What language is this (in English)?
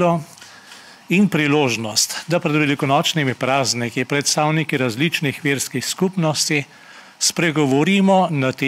Slovenian